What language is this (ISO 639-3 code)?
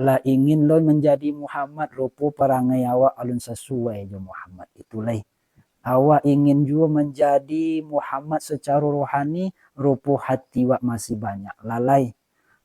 min